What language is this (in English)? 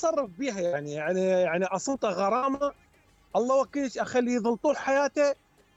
Mesopotamian Arabic